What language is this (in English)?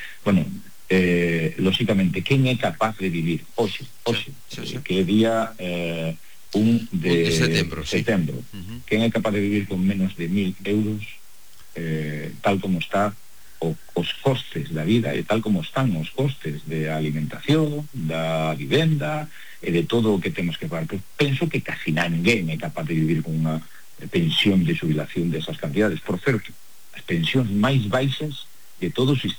Galician